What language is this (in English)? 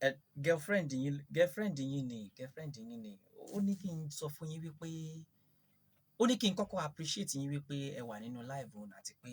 Yoruba